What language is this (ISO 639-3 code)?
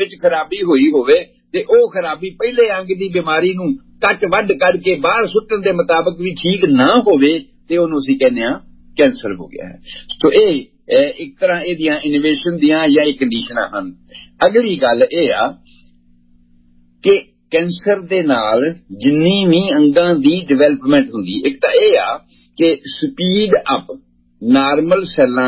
pan